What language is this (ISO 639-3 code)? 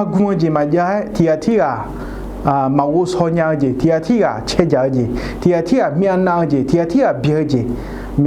ahk